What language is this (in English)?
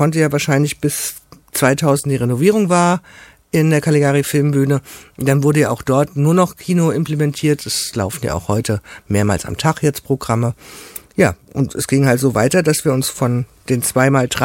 German